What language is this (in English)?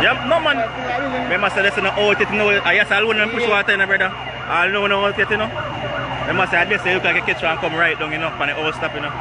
Jamaican Creole English